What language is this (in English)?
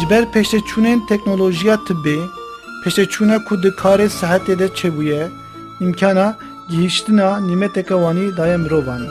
Kurdish